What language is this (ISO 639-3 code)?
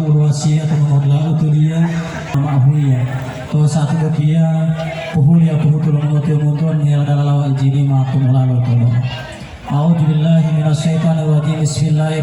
gor